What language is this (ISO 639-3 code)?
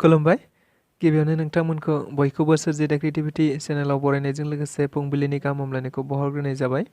brx